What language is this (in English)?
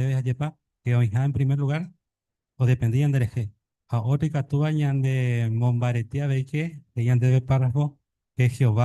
Guarani